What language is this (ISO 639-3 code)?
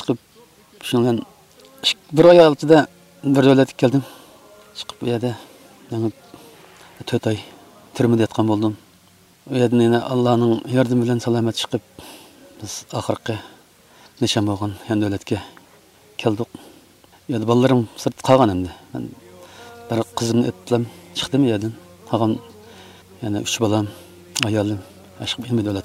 uig